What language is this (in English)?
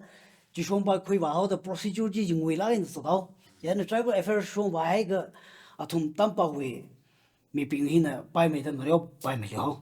Tangkhul Naga (India)